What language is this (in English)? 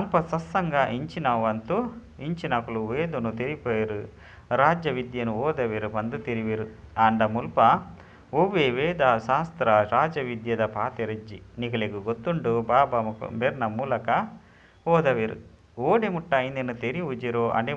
Tulu